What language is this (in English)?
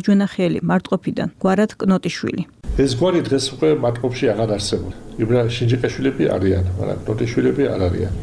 Georgian